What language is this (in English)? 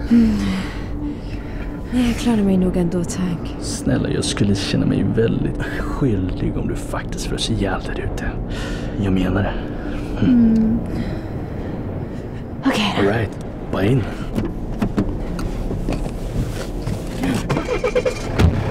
Swedish